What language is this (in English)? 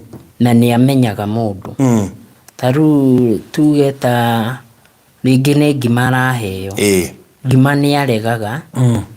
Kikuyu